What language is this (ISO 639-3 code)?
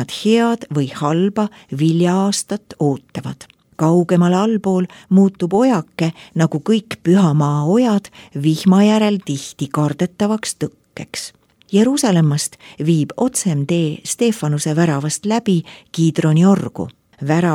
est